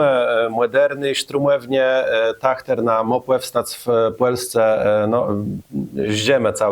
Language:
Kashubian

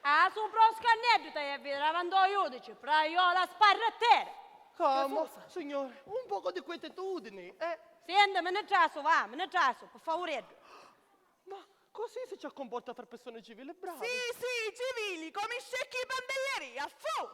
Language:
Sicilian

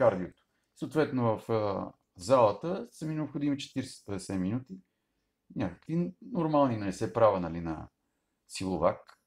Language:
Bulgarian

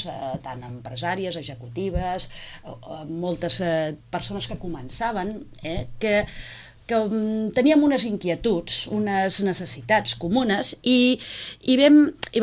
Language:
Catalan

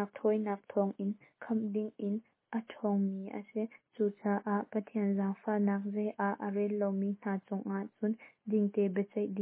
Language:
Hakha Chin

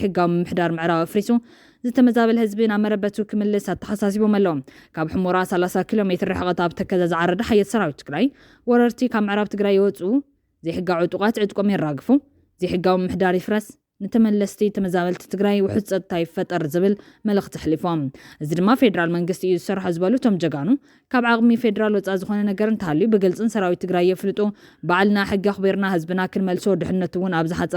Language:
Tigrinya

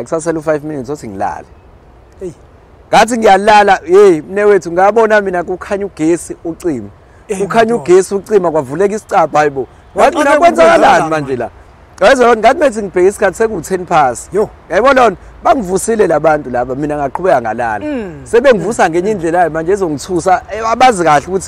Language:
Zulu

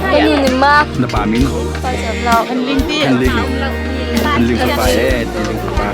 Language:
Hakha Chin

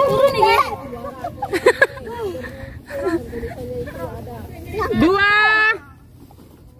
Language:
Indonesian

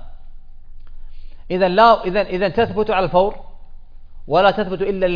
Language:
Arabic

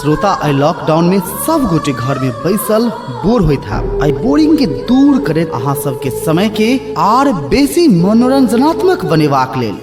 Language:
Maithili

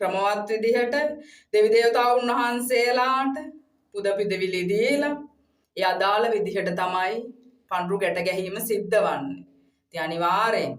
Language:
Sinhala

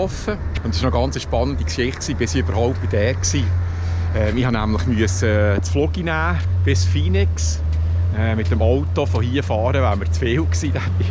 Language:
Swiss German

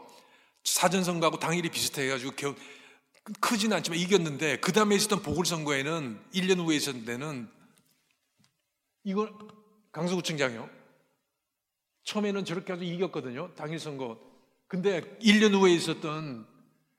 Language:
Korean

